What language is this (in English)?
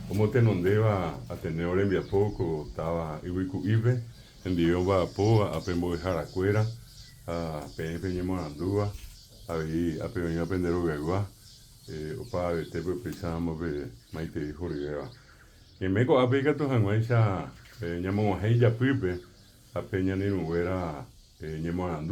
Guarani